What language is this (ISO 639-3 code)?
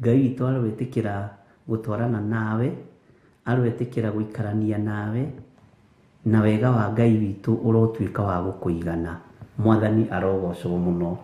kik